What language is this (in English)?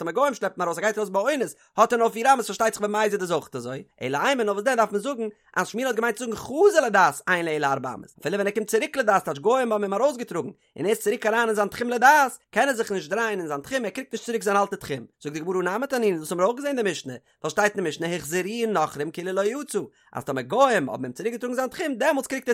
Yiddish